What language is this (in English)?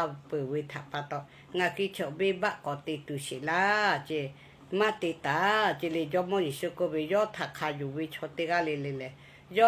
Lahu